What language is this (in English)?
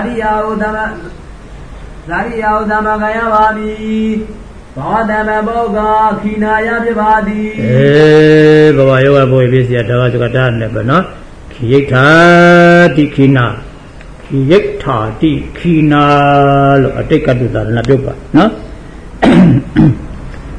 Burmese